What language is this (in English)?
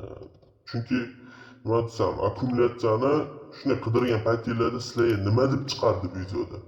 Uzbek